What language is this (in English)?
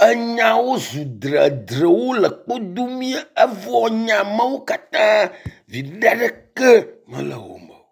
Ewe